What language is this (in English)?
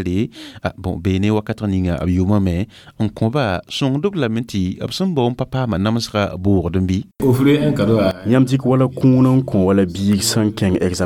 Mossi